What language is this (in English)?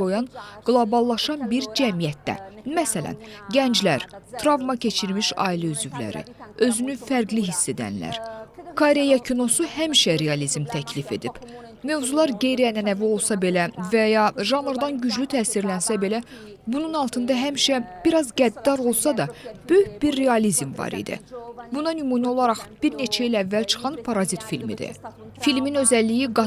Azerbaijani